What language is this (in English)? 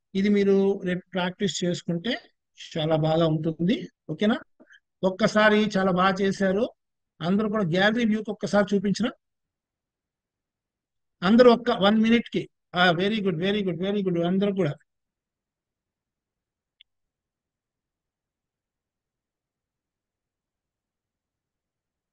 Telugu